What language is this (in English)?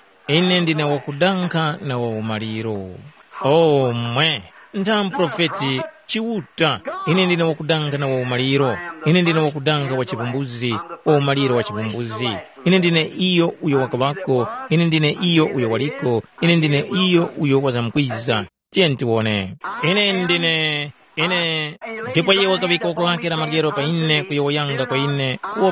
Tumbuka